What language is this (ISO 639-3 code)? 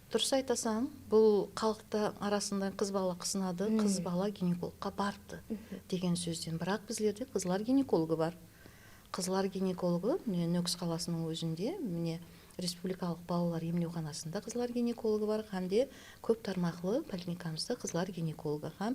kaa